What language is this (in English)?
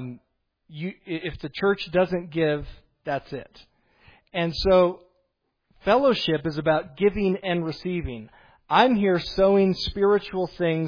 English